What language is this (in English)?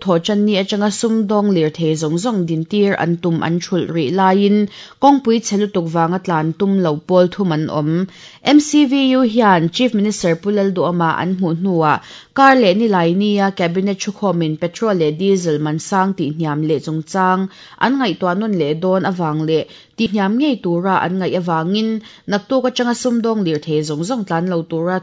Mizo